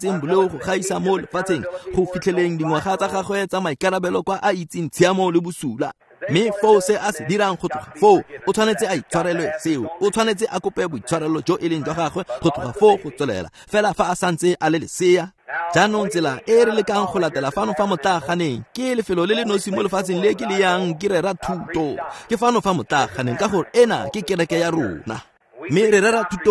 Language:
Tswana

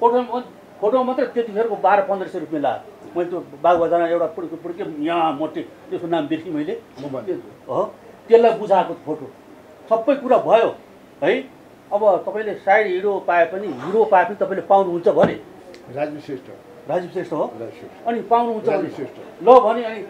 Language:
Nepali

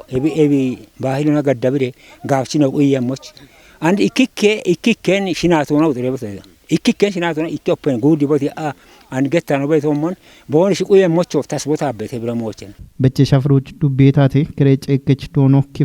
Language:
Kafa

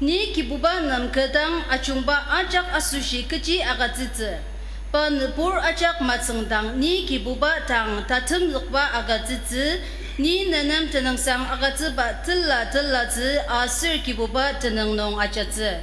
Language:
Ao Naga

